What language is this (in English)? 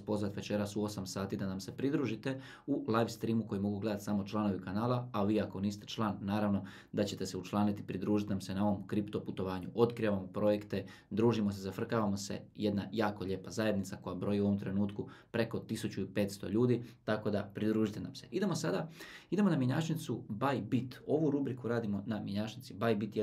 Croatian